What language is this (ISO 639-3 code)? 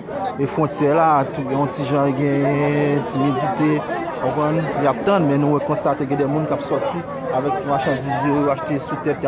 hat